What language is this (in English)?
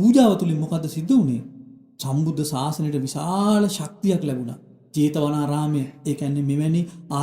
Sinhala